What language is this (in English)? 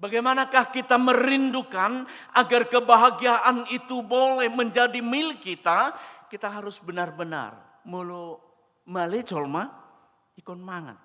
Batak Toba